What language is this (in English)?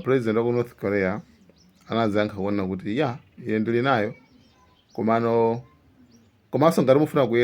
Nyanja